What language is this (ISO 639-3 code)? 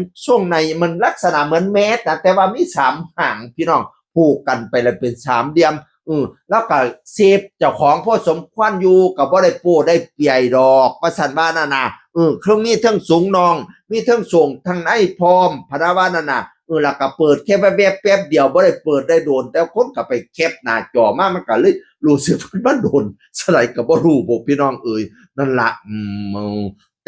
tts